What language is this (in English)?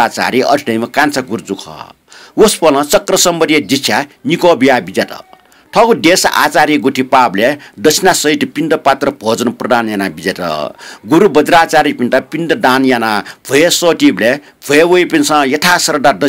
Newari